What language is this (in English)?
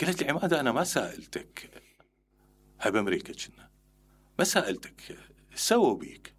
Mesopotamian Arabic